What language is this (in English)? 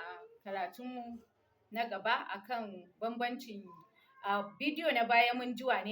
Hausa